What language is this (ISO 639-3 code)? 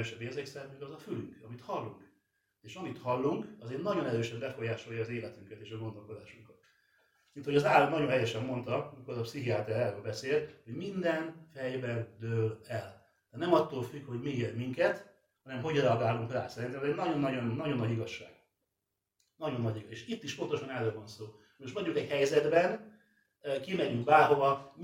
hun